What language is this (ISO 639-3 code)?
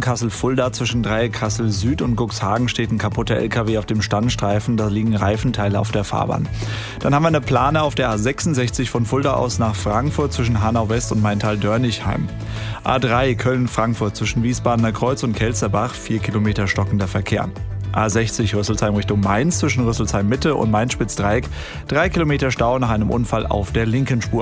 deu